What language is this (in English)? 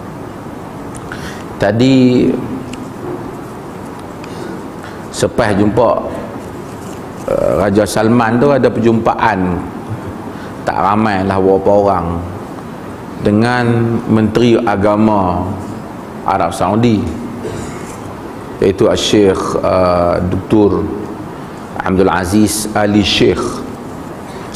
Malay